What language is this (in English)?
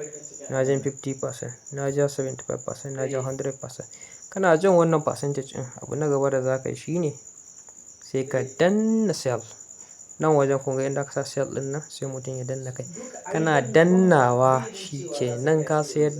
Hausa